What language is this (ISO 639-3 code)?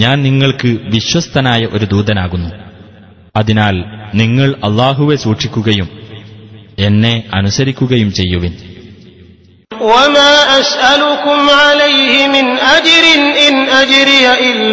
mal